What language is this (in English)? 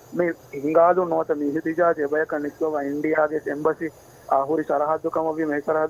Divehi